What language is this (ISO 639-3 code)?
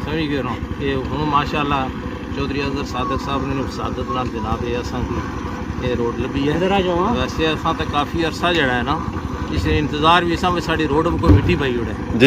phr